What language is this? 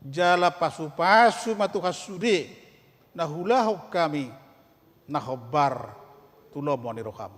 Batak Toba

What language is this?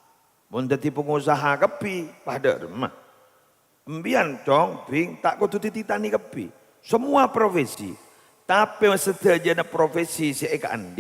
Madurese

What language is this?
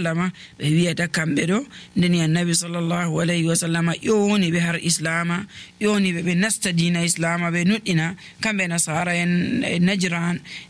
Nigerian Fulfulde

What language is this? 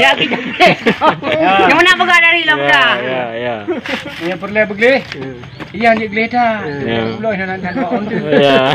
Achinese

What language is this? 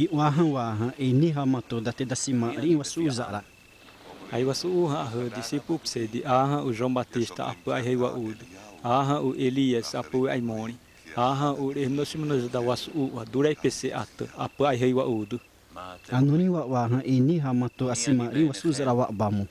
Xavánte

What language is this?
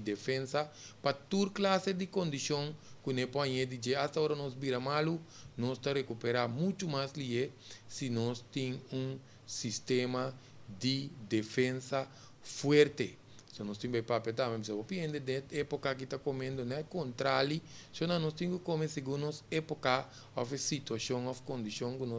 Papiamento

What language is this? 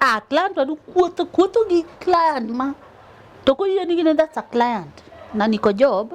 Luo (Kenya and Tanzania)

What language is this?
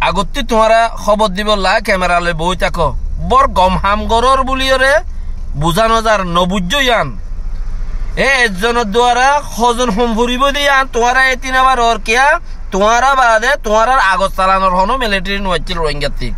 Rohingya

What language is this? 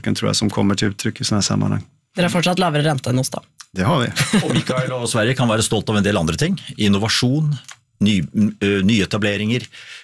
Norwegian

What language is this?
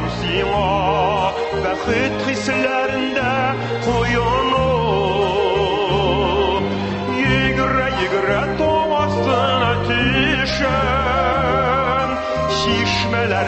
Tatar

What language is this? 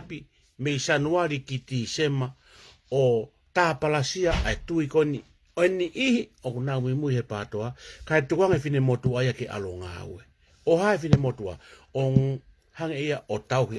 Tongan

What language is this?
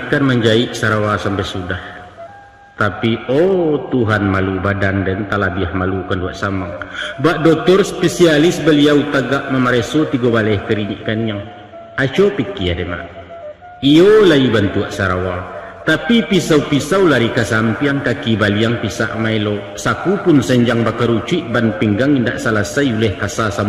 Minangkabau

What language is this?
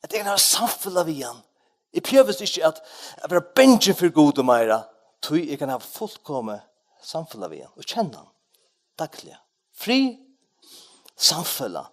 Faroese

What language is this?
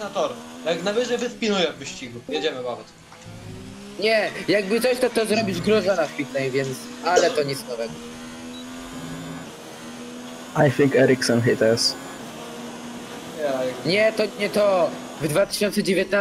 Polish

